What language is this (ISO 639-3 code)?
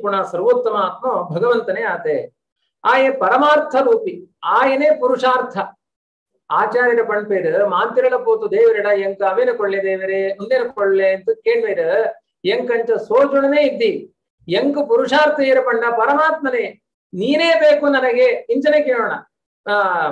tcy